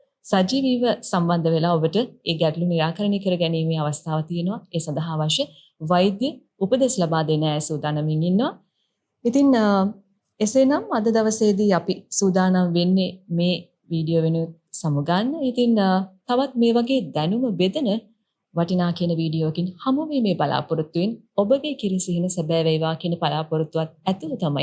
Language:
Sinhala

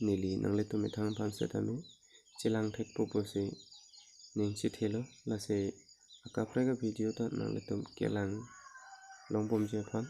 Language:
Karbi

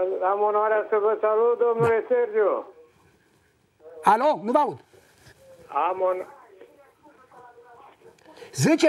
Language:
Romanian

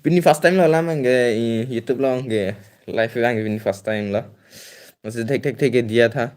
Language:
Karbi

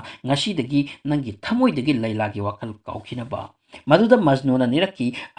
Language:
Manipuri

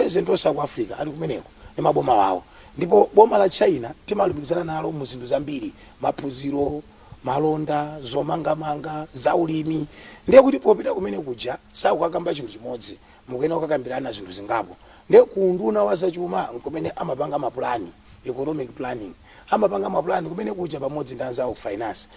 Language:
Nyanja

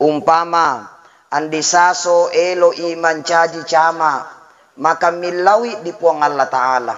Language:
Buginese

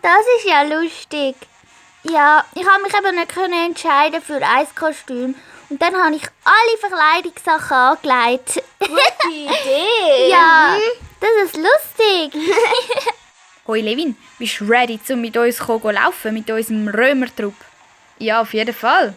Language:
Swiss German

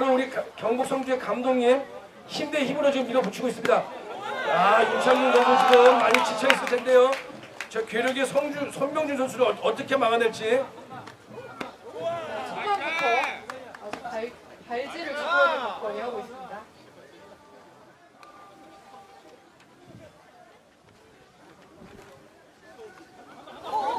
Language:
Korean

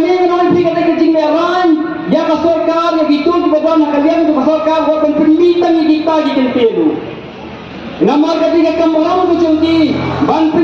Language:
Khasi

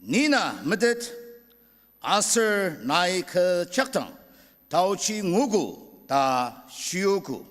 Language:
Ao Naga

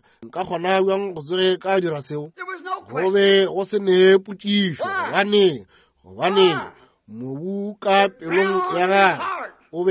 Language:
Northern Sotho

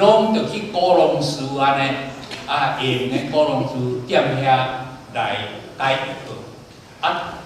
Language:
Min Nan Chinese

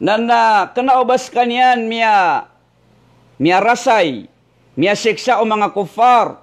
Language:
Maranao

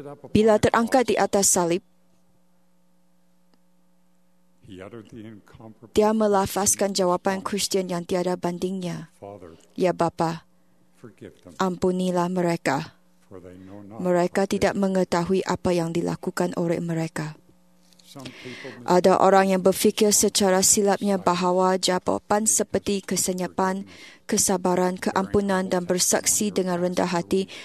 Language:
Malay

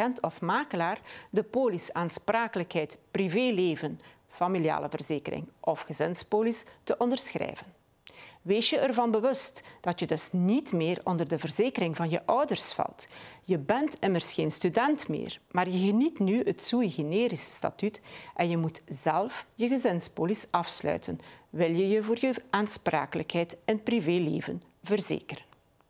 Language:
Dutch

